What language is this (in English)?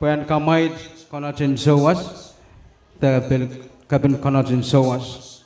Pohnpeian